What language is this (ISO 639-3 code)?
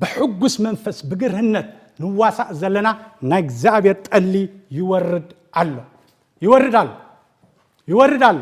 tir